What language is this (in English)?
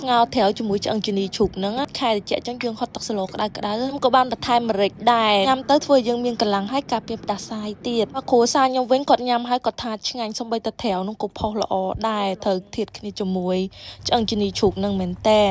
Khmer